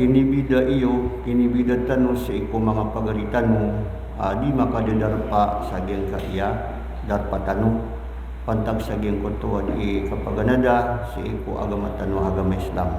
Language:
Maranao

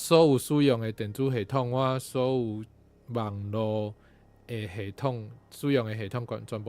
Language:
Min Nan Chinese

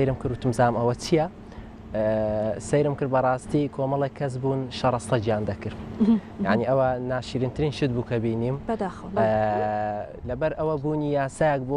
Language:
Central Kurdish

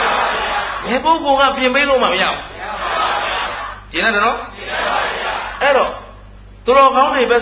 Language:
Burmese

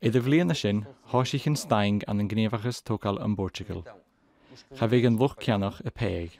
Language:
Scottish Gaelic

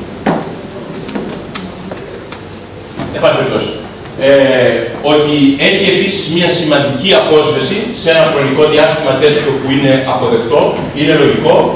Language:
Greek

